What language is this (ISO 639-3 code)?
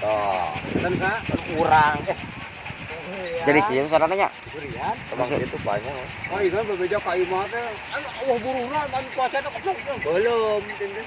sun